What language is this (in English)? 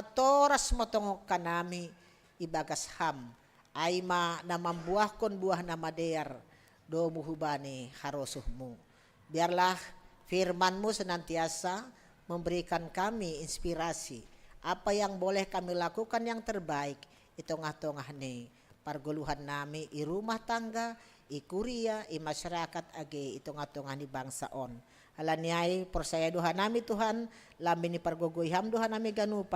Batak Simalungun